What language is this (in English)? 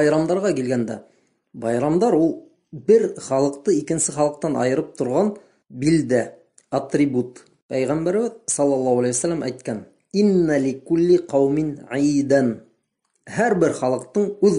Bashkir